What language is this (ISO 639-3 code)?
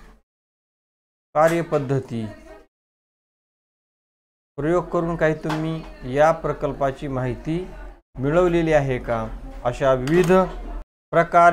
mar